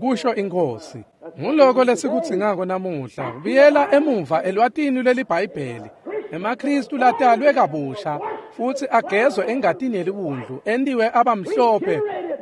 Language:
Swati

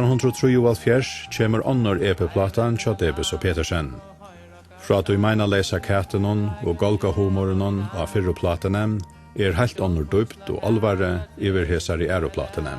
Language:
Faroese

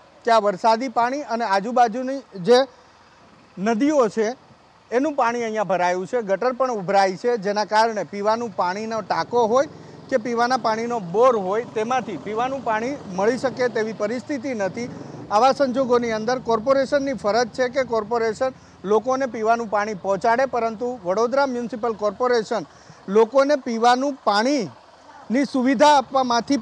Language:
Gujarati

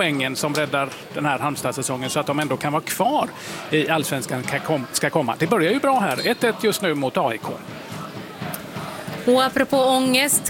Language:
Swedish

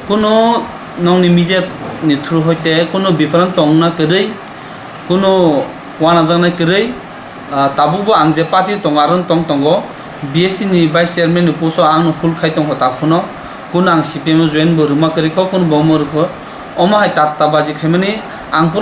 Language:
Kok Borok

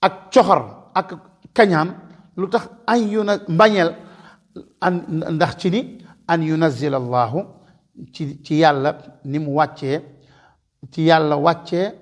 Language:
Wolof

